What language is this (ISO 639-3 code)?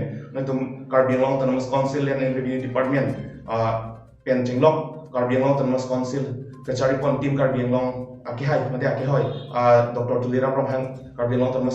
mjw